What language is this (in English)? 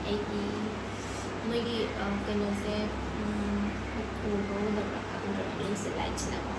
Manipuri